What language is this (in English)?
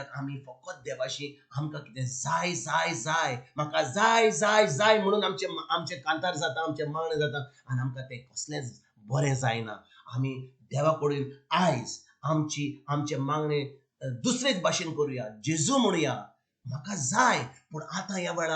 Konkani